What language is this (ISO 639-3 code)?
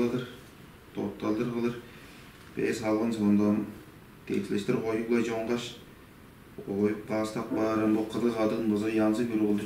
tyv